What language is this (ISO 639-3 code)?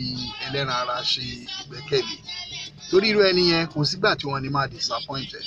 yor